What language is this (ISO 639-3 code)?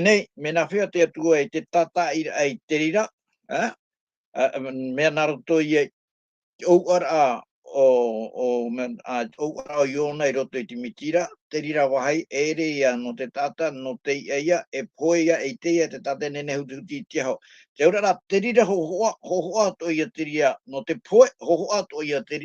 tah